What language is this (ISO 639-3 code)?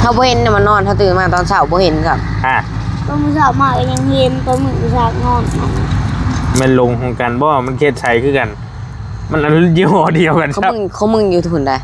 lao